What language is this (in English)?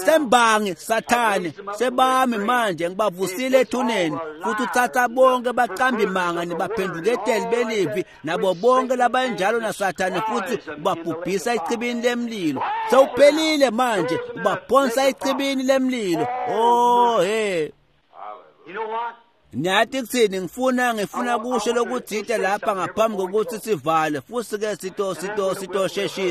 Swati